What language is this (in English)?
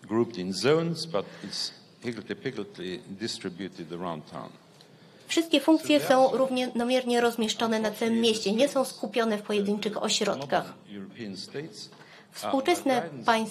Polish